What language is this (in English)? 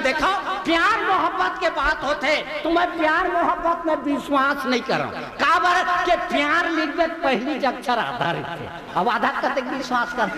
Chhattisgarhi